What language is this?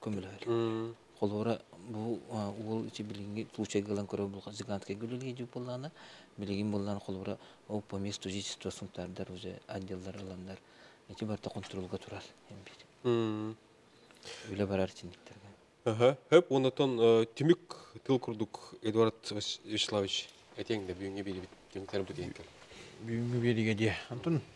Yakut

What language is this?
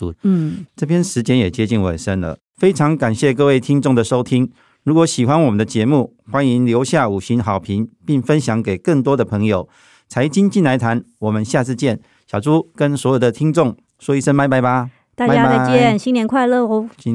Chinese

